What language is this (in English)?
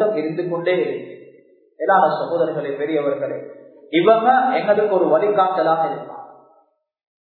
Tamil